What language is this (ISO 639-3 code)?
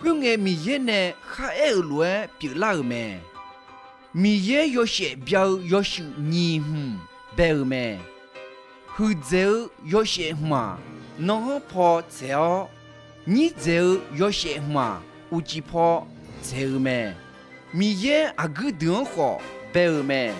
ahk